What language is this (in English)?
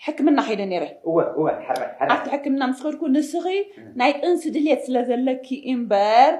Tigrinya